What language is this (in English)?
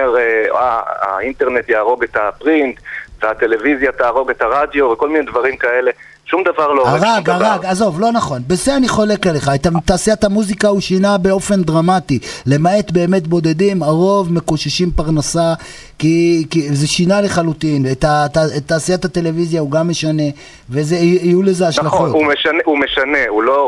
Hebrew